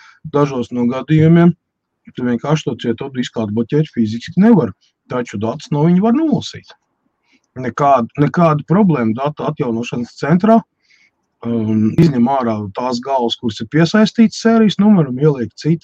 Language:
Latvian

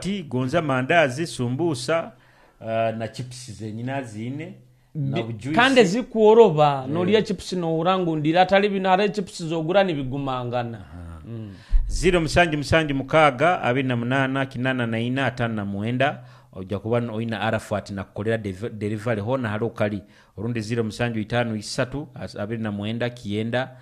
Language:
Nyoro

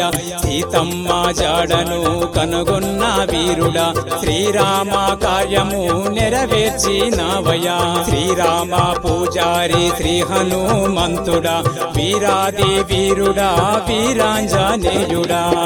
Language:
Telugu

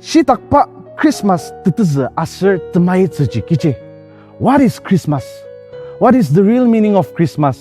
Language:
Ao Naga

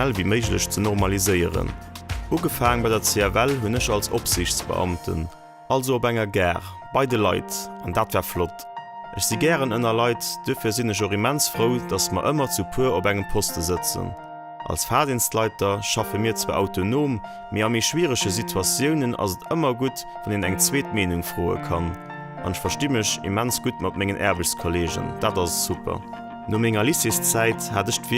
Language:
Luxembourgish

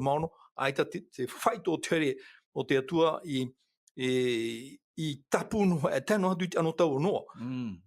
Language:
Tahitian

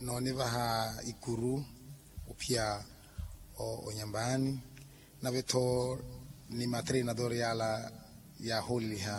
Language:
Makhuwa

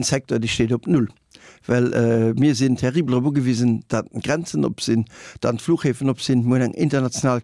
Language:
Luxembourgish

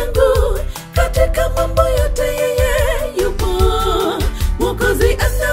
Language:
Swahili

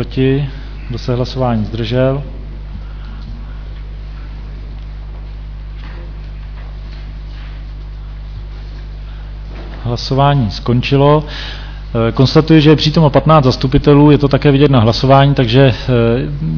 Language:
Czech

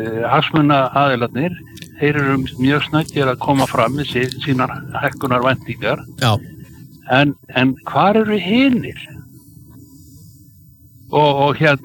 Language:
Icelandic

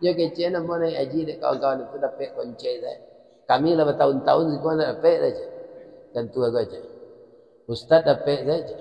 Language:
Minangkabau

